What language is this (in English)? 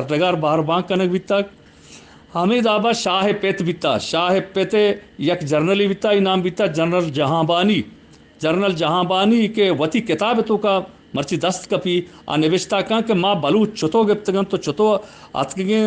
Eastern Balochi